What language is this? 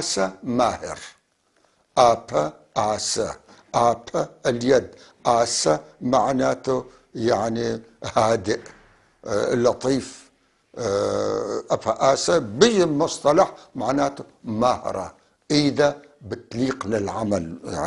North Levantine Arabic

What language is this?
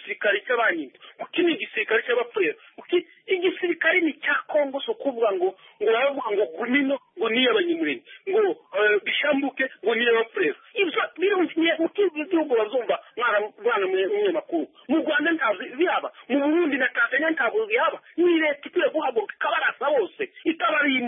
Kinyarwanda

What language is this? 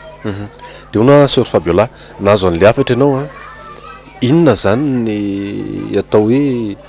Malagasy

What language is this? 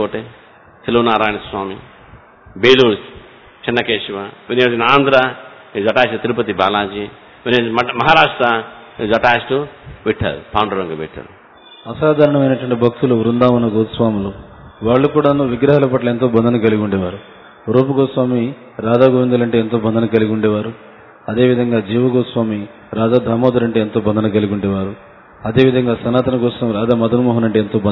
Telugu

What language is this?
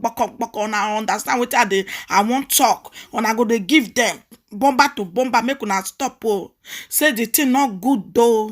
Nigerian Pidgin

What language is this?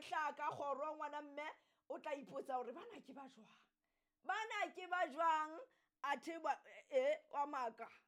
Southern Sotho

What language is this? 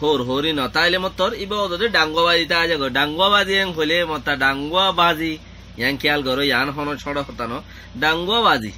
Rohingya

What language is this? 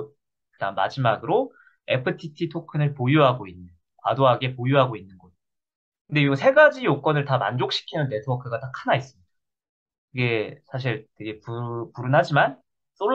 Korean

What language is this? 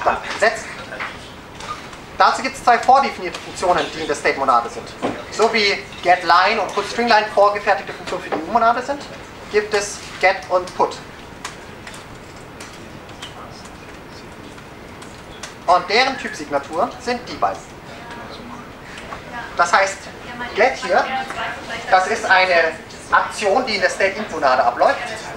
German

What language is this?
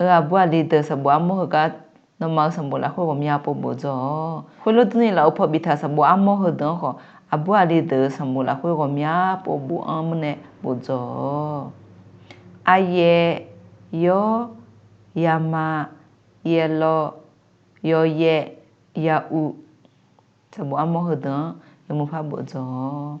Akha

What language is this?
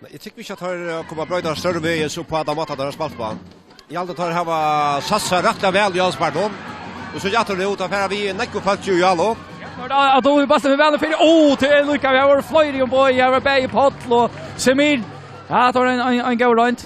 Faroese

